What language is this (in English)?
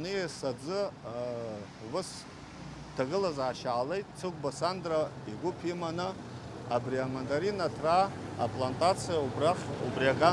Abkhazian